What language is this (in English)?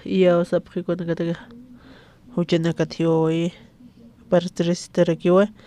Aymara